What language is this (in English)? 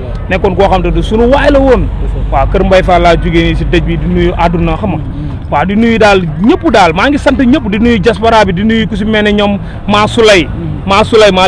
Wolof